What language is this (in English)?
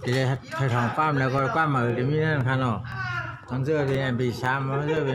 Shan